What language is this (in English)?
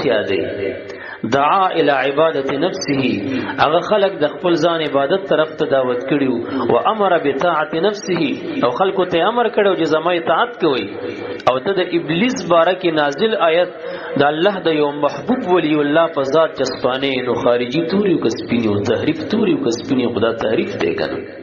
Pashto